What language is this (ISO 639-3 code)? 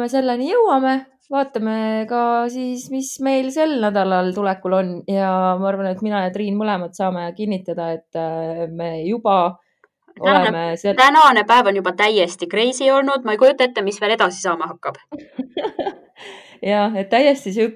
est